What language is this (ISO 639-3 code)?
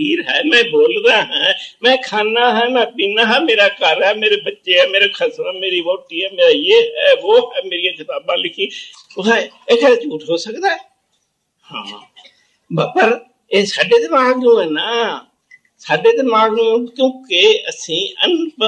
pan